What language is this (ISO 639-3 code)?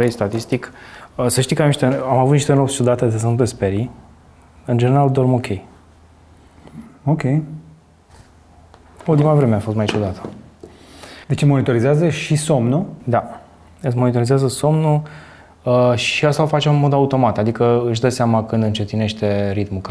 ron